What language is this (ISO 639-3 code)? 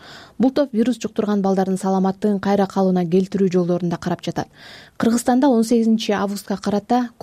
kir